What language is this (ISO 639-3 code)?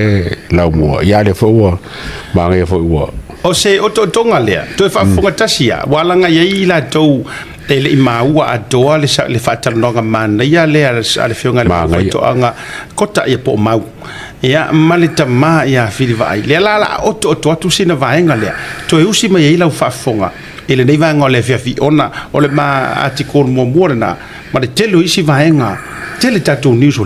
smo